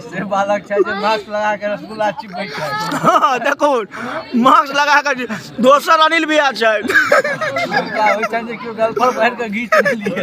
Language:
Maithili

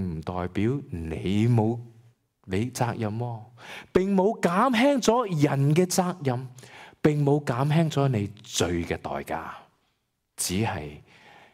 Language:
Cantonese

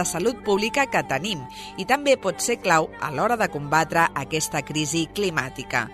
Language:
Catalan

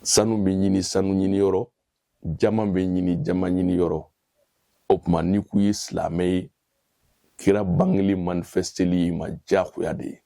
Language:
Bambara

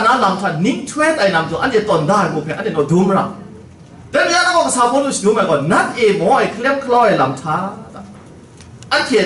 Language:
Kachin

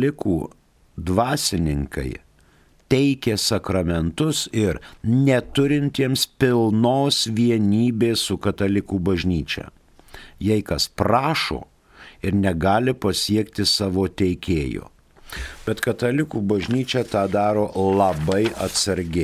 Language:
Lithuanian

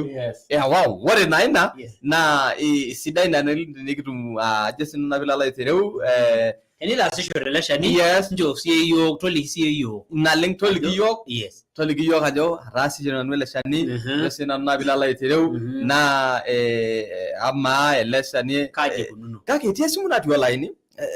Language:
Masai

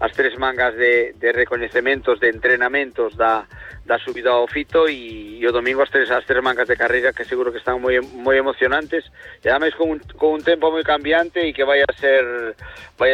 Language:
Galician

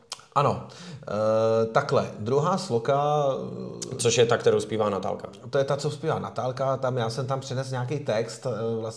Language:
Czech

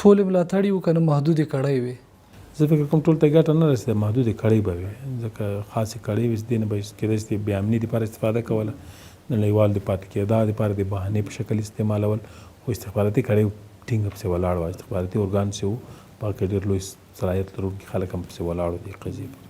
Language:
Pashto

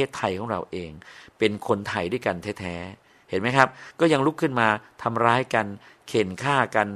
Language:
Thai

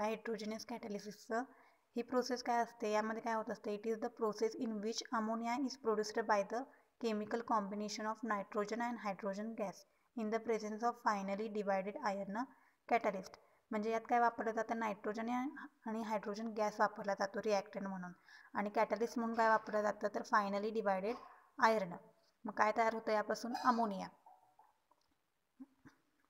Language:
Marathi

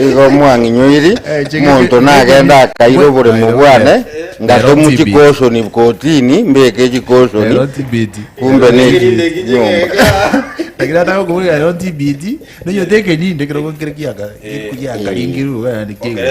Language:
Gusii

